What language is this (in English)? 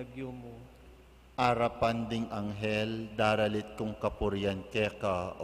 Pampanga